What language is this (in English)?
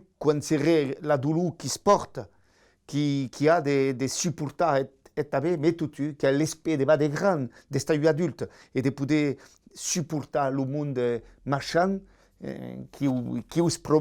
Occitan